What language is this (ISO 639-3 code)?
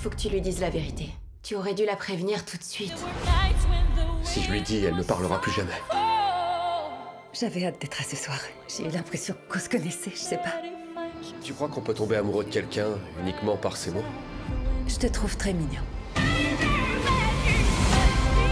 fra